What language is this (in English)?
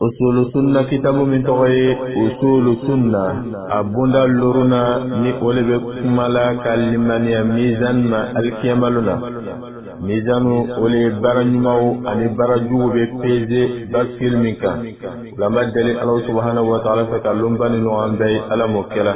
Bambara